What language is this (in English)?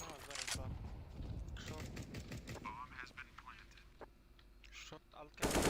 Yakut